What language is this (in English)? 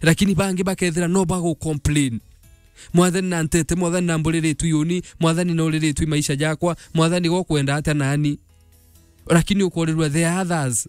Meru